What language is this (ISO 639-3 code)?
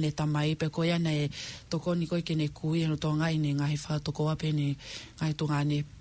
ton